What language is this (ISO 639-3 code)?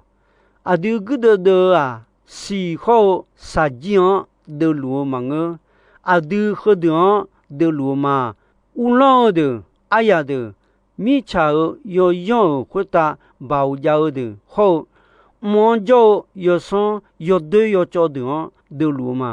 ahk